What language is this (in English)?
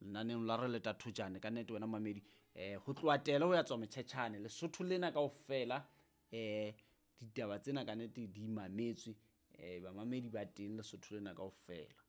Southern Sotho